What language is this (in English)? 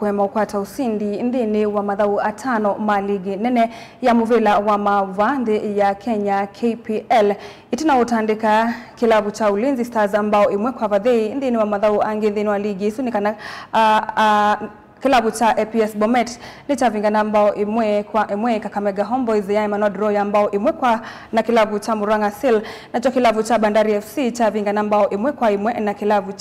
Kamba